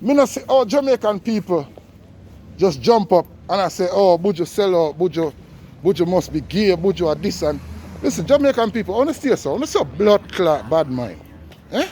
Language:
Jamaican Creole English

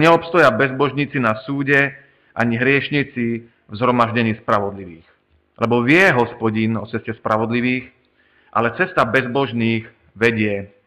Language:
Slovak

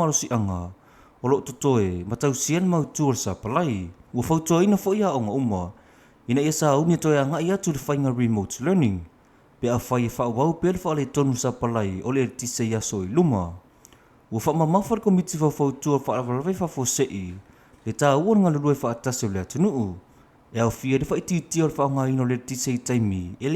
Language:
Samoan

